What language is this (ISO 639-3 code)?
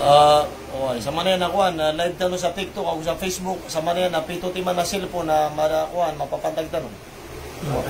mrw